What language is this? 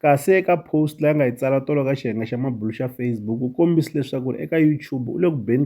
Tsonga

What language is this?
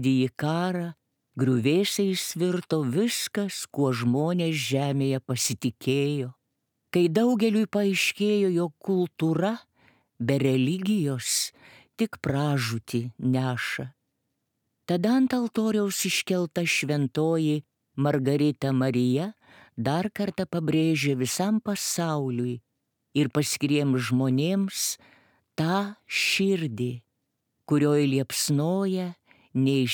Lithuanian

